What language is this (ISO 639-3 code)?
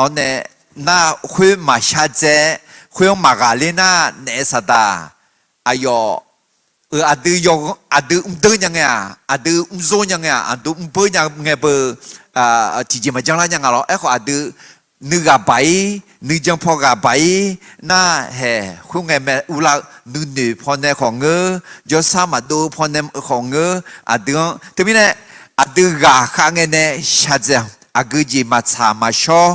ahk